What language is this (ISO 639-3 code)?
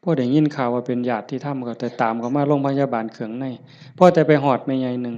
tts